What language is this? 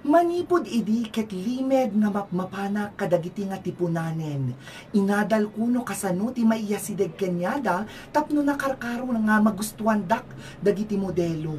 Iloko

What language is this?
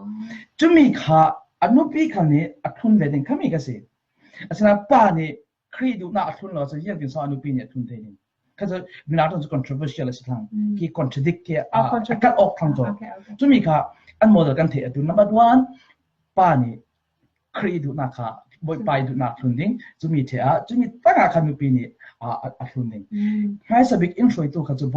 Falam Chin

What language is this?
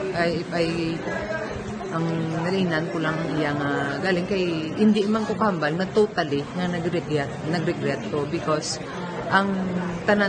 Hiligaynon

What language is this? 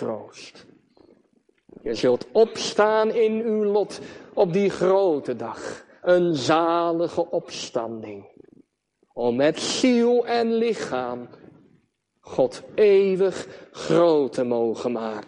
Dutch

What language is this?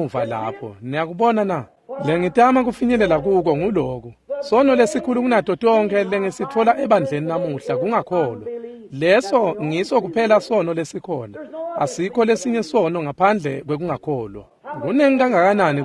Swati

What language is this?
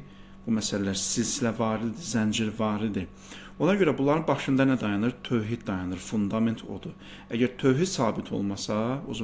Azerbaijani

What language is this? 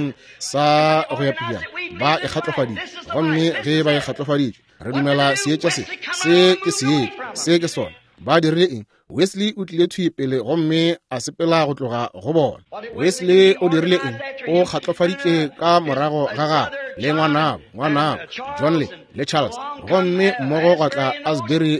Northern Sotho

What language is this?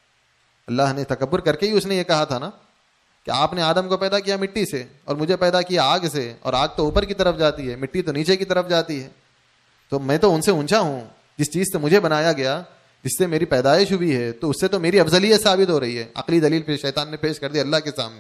Urdu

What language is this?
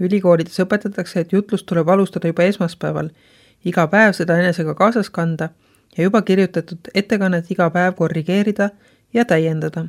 Estonian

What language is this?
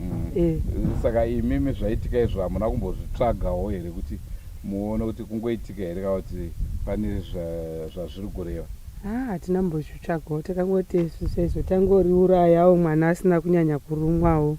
Shona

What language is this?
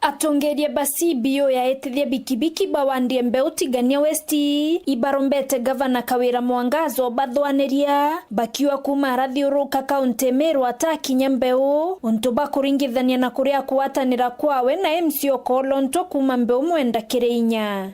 Meru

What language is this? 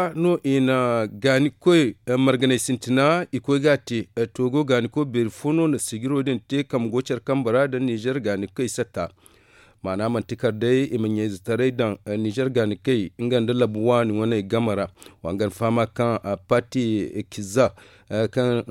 Zarma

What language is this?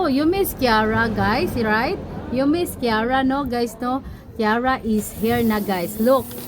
Cebuano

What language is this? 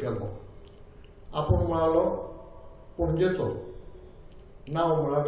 Konkani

